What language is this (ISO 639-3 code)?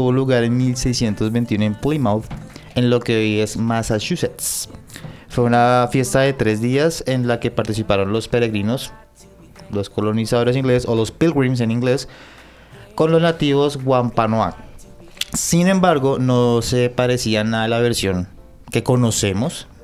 spa